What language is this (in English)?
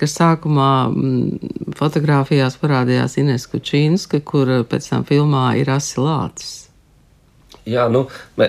Latvian